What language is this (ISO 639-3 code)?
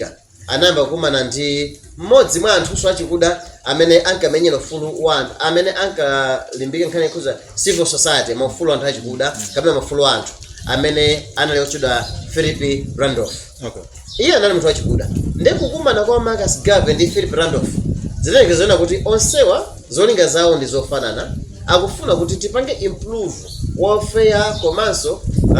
nya